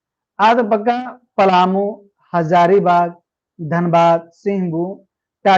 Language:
Kurukh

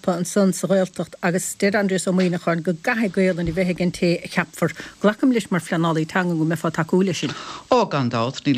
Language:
Irish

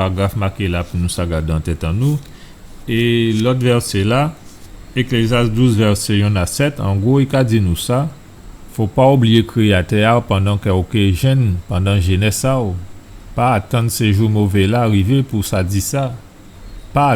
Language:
Guadeloupean Creole French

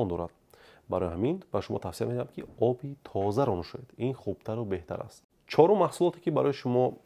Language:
Tajik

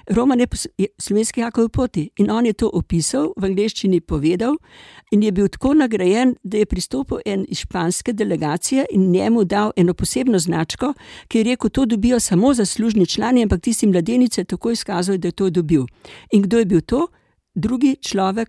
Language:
Slovenian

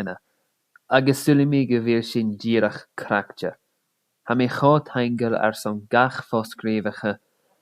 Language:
Scottish Gaelic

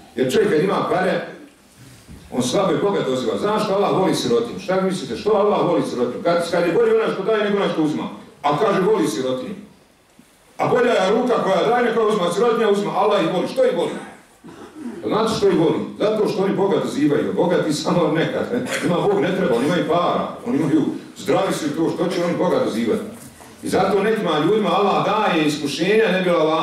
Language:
Bosnian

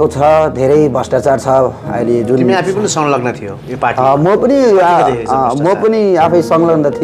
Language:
Nepali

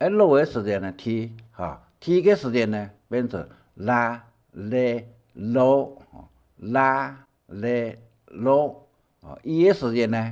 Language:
Hakka Chinese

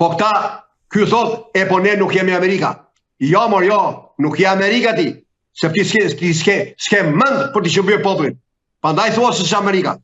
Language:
Albanian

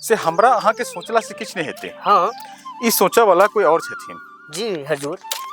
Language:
Maithili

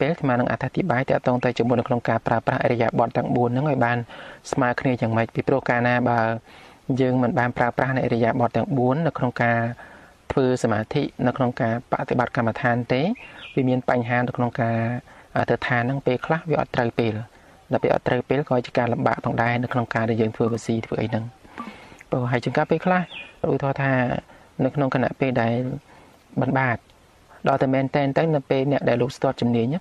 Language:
Khmer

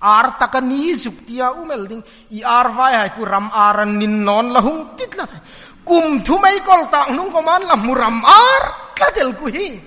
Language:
Hmar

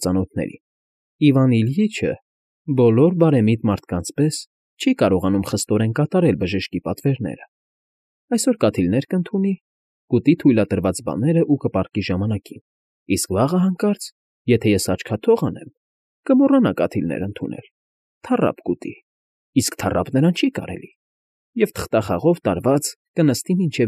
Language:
Armenian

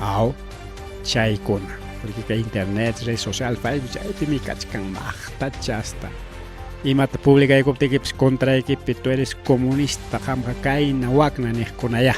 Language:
Ayacucho Quechua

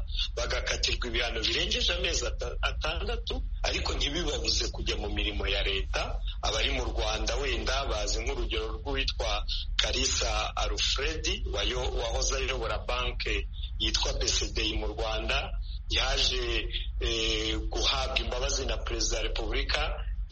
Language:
Kinyarwanda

